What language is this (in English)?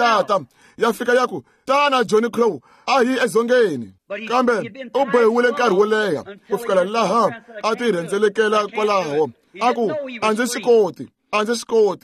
Tsonga